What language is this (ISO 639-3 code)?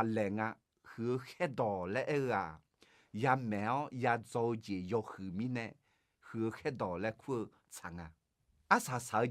ahk